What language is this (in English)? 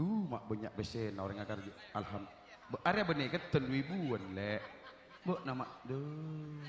Madurese